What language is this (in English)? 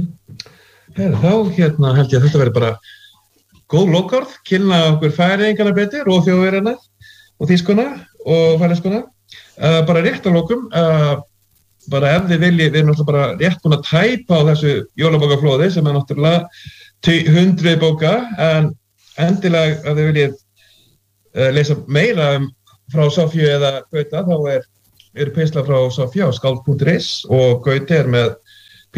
Icelandic